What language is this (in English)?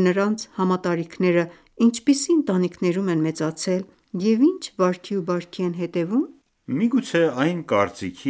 Armenian